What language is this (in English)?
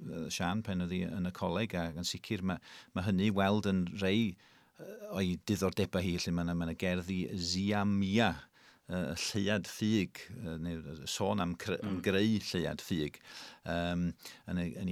Welsh